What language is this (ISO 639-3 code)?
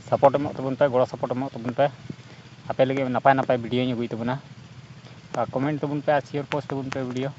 sat